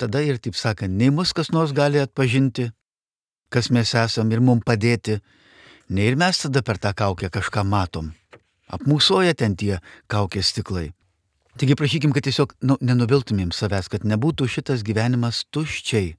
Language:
Lithuanian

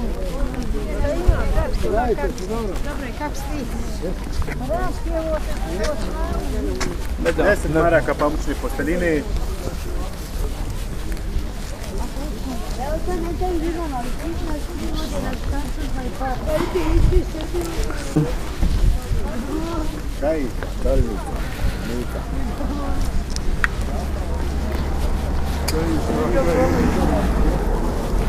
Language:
Bosnian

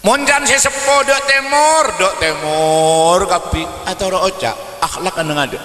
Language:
Madurese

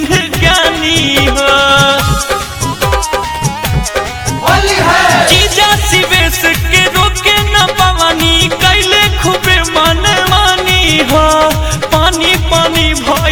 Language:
Bhojpuri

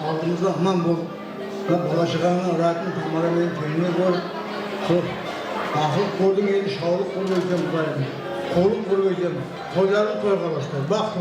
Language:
Kara-Kalpak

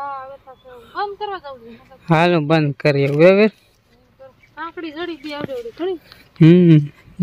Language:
Gujarati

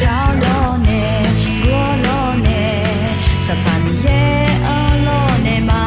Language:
Akha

